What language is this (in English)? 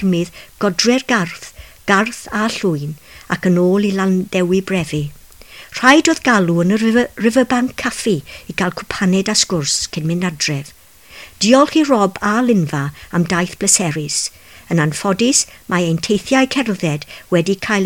Welsh